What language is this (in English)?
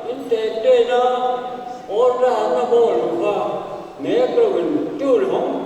Paite Chin